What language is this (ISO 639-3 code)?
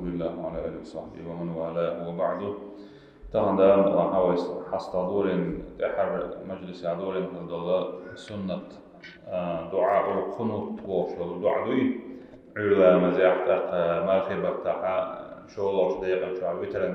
che